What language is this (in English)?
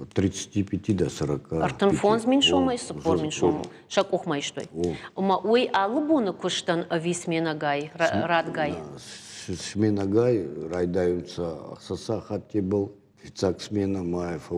Ossetic